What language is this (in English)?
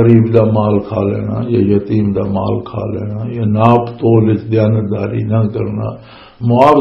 Western Panjabi